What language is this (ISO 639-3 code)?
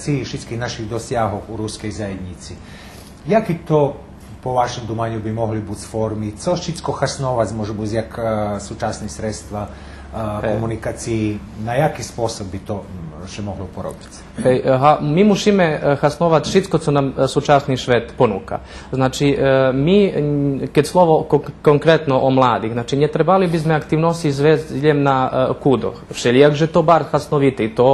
rue